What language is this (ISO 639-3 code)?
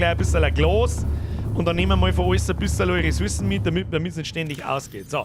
bar